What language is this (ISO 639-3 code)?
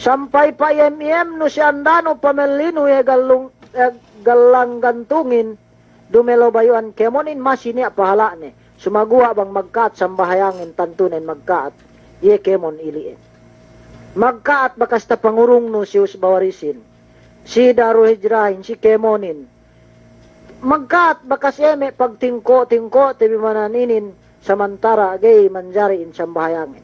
yka